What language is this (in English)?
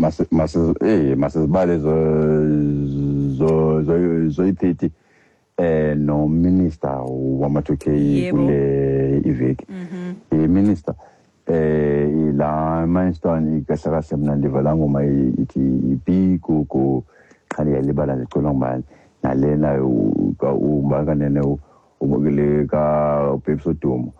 Xhosa